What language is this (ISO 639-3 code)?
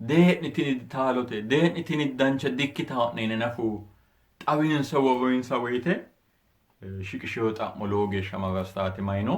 sid